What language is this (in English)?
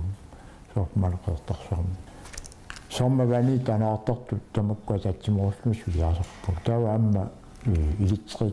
Kalaallisut